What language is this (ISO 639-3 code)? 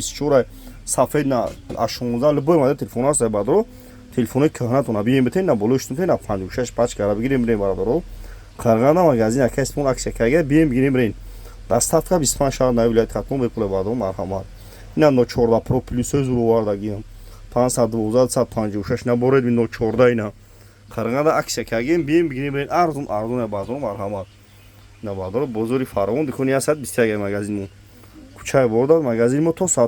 tgk